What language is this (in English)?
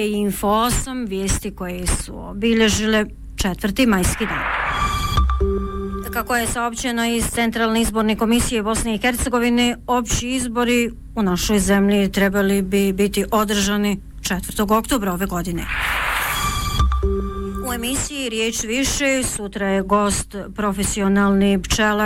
Bosnian